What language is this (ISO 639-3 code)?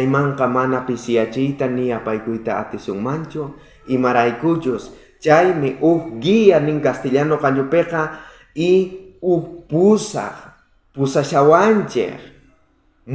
quh